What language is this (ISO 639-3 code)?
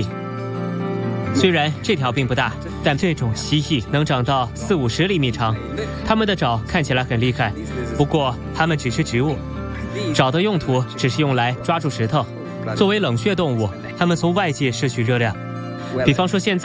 zho